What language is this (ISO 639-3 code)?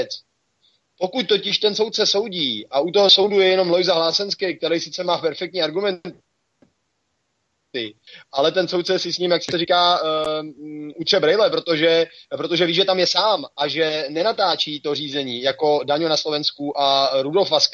ces